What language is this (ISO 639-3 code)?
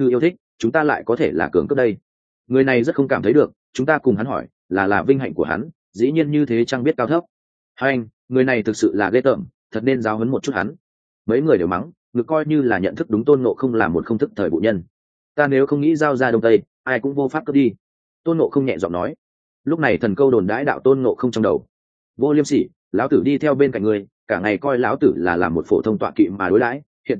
vie